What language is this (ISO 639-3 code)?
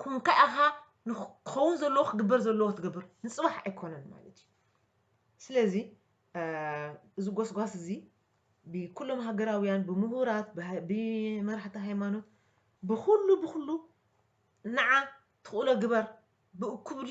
tir